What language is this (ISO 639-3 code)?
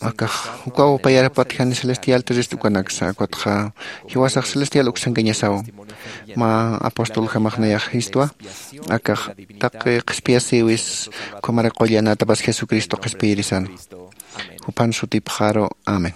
aym